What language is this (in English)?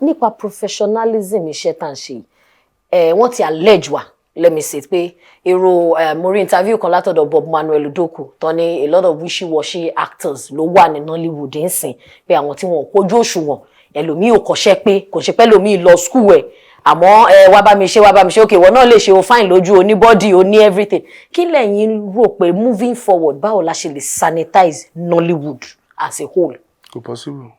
Yoruba